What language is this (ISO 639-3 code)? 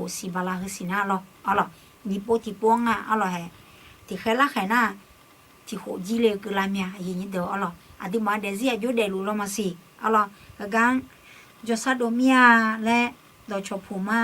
ahk